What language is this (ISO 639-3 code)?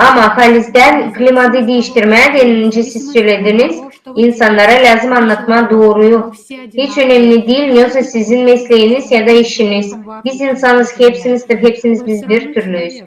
gag